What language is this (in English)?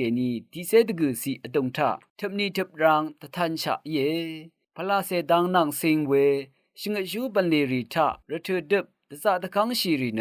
Rawang